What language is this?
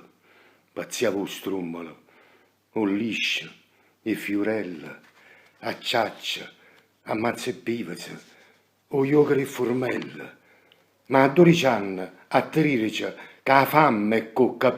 Neapolitan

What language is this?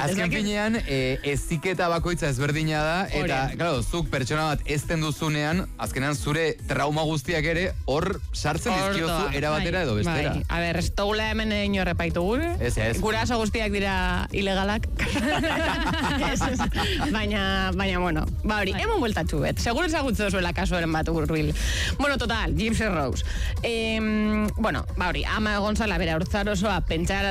Basque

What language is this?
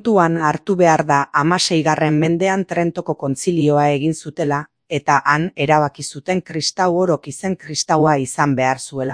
Basque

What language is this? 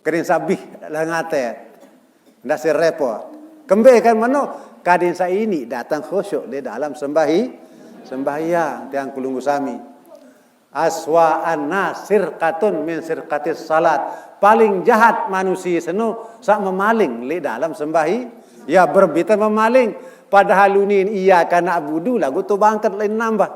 Sasak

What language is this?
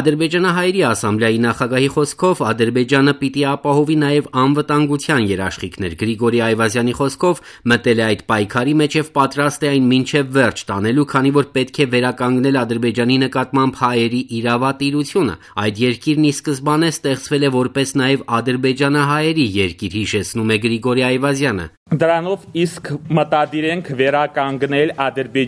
Armenian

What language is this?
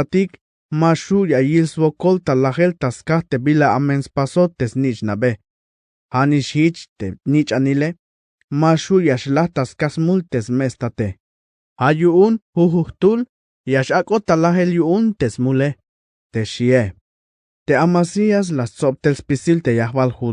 Tzeltal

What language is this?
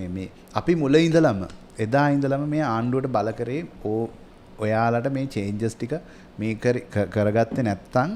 Sinhala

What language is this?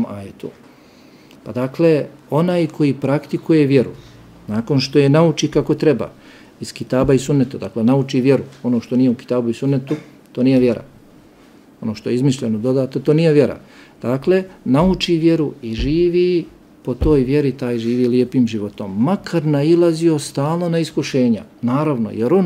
Bosnian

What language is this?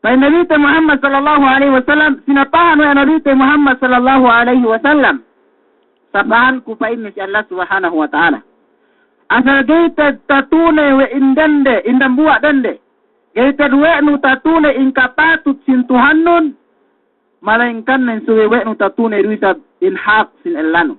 Yakan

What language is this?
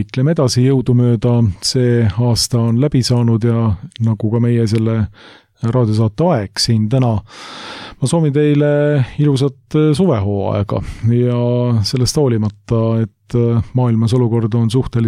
Estonian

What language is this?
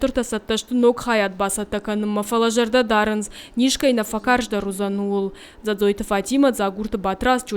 Ossetic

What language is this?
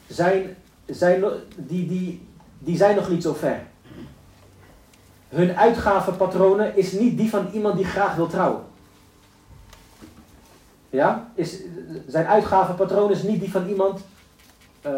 Dutch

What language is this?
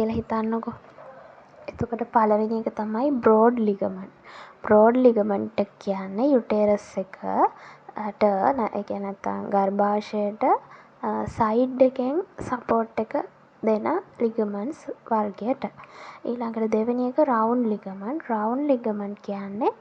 Sinhala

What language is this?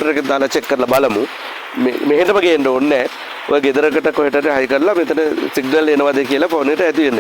Sinhala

